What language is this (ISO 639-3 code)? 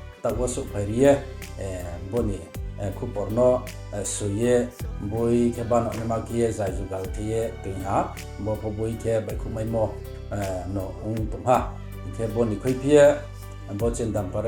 ria